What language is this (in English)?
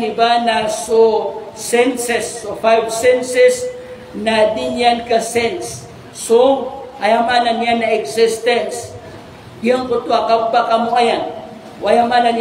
Maranao